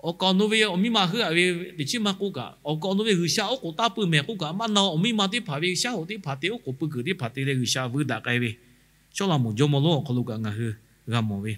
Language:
Lahu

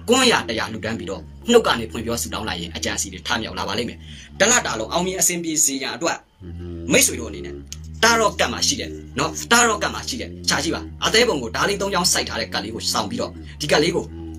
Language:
Burmese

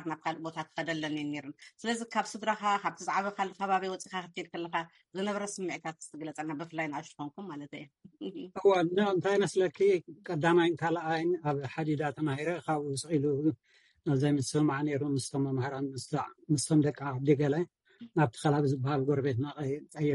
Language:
Tigrinya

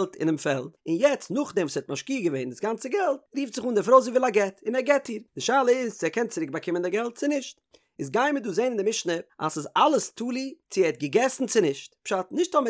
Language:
Yiddish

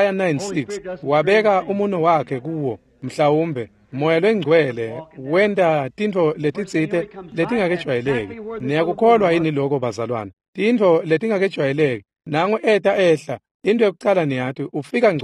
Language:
Swati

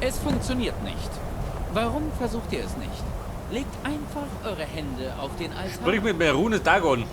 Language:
Bavarian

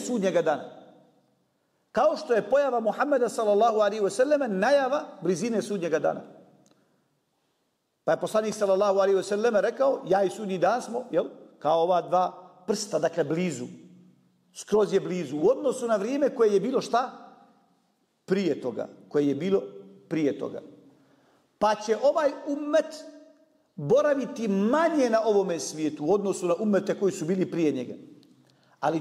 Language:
Bosnian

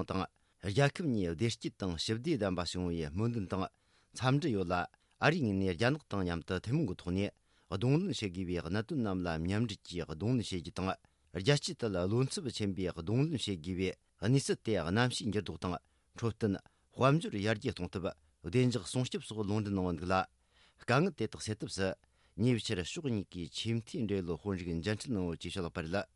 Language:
Tibetan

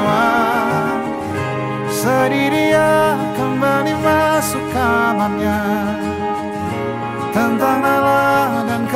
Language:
Indonesian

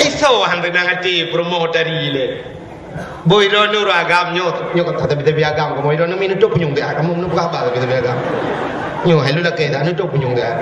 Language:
Achinese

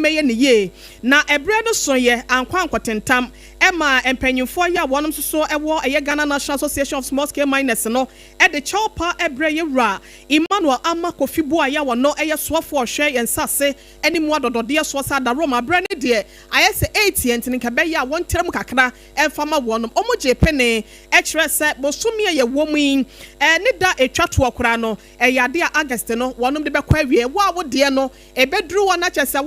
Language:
Akan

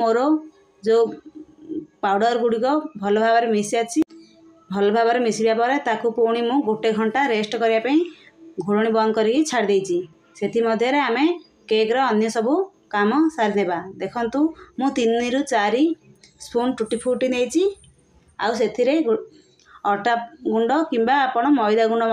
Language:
Odia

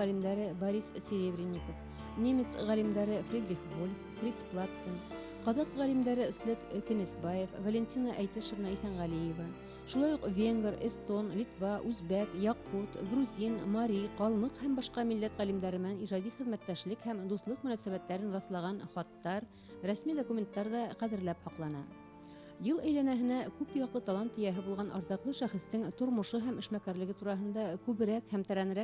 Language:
Bashkir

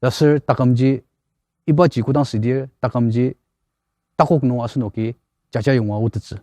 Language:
Ao Naga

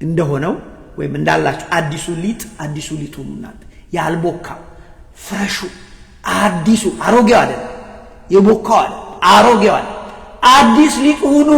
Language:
Amharic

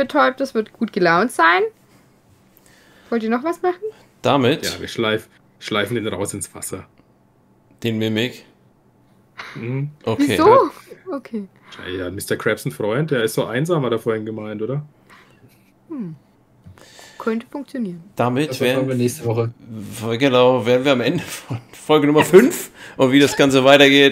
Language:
German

